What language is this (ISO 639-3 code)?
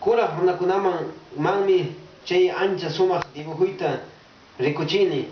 que